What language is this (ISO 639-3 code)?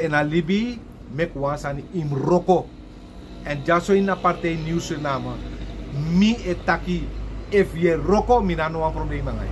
srn